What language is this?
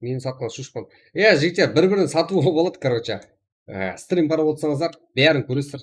Kara-Kalpak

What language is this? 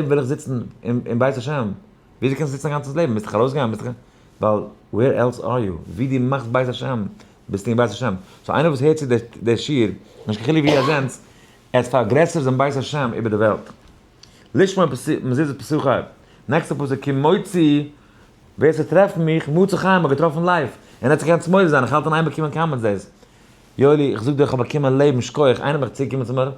Yiddish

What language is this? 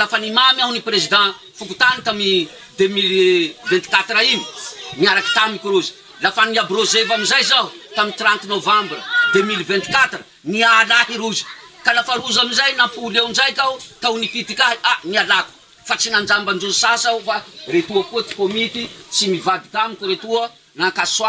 Malagasy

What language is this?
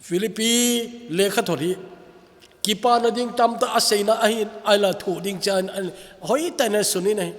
Thado Chin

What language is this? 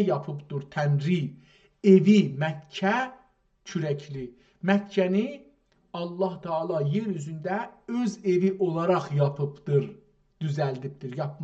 South Azerbaijani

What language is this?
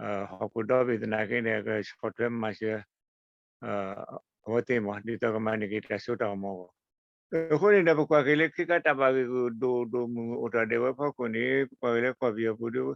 S'gaw Karen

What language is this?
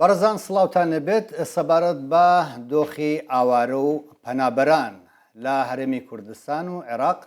Central Kurdish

